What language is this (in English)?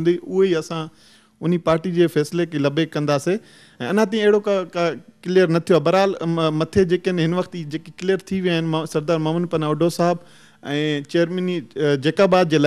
Sindhi